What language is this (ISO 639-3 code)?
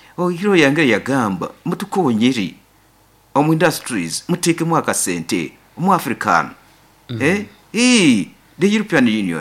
nyo